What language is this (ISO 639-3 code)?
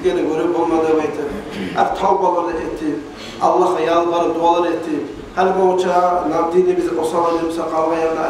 kum